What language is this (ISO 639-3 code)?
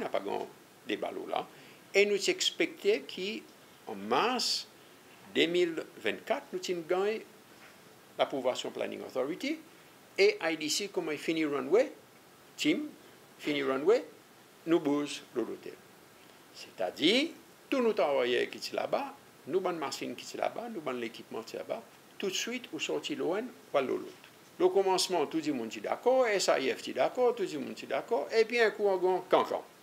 crs